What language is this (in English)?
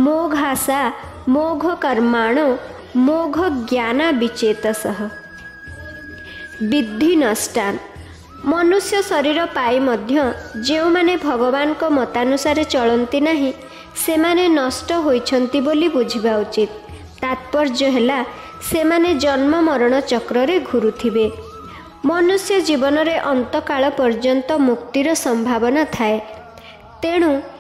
Odia